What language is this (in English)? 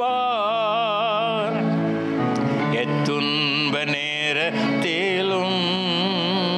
Tamil